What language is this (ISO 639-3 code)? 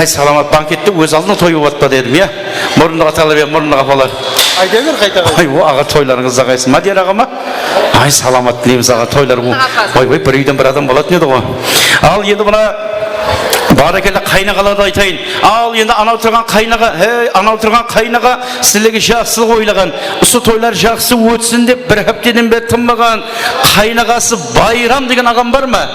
kaa